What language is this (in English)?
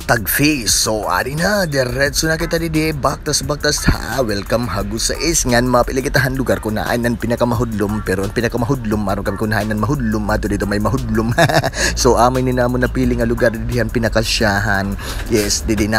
Waray